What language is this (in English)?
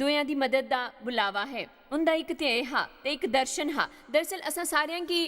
Dogri